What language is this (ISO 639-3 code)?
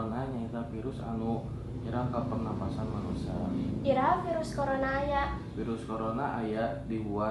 sun